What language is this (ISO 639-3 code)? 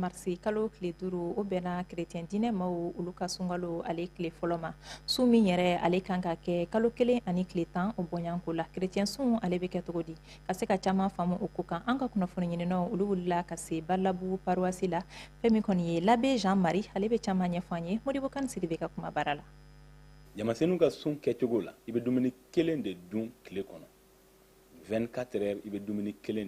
bam